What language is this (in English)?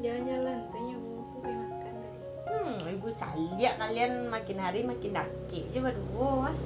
Minangkabau